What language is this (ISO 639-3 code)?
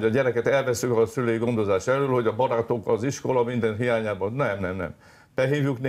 hun